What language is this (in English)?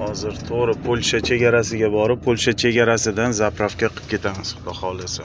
Uzbek